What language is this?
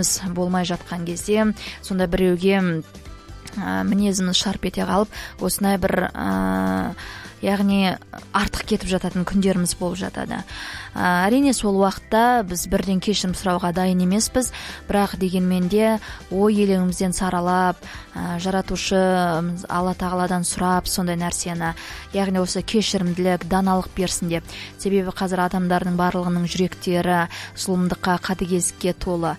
Kazakh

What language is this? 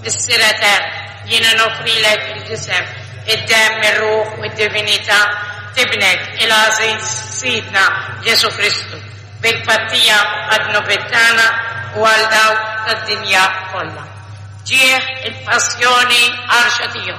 Maltese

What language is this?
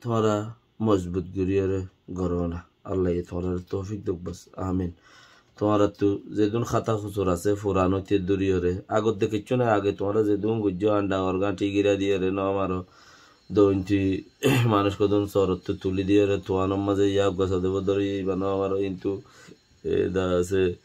Rohingya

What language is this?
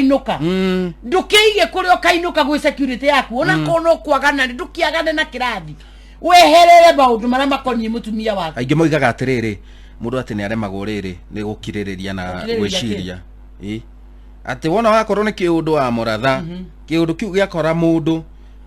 Kikuyu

